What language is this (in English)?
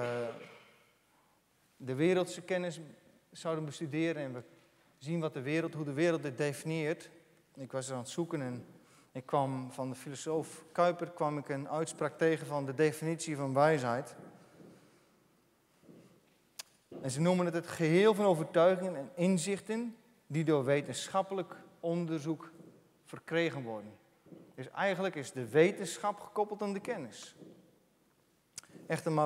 Dutch